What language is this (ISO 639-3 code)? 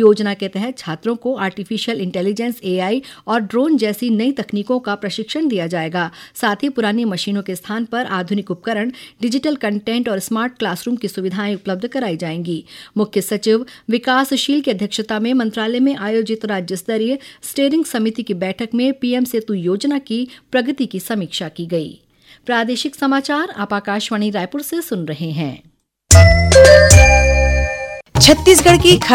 hin